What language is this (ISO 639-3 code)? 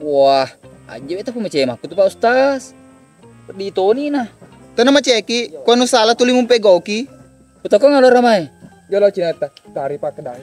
bug